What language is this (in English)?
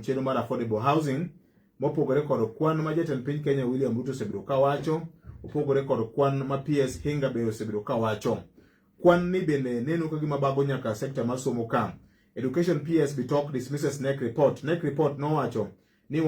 Luo (Kenya and Tanzania)